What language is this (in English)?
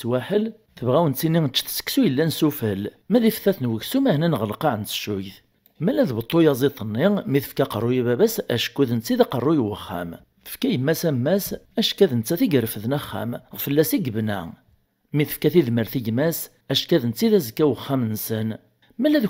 Kabyle